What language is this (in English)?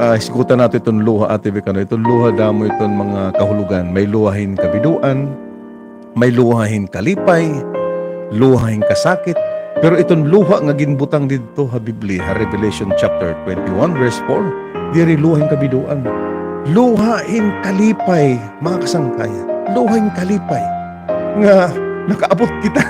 Waray